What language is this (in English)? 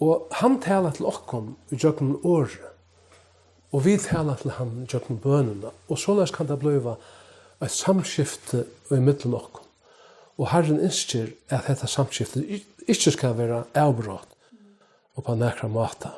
Faroese